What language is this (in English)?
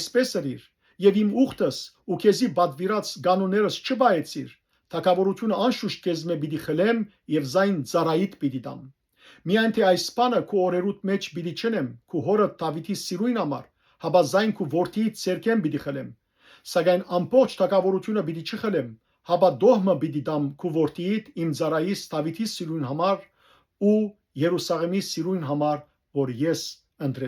Western Armenian